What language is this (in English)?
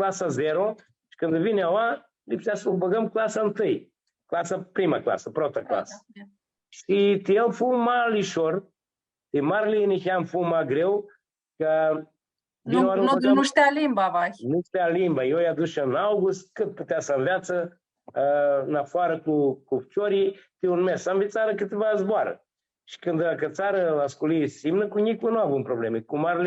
Aromanian